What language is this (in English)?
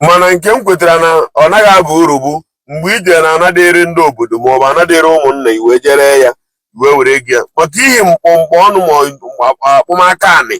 Igbo